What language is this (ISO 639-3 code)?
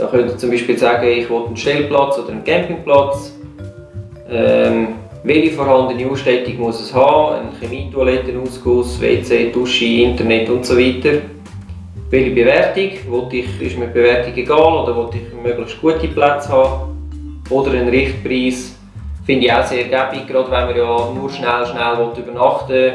gsw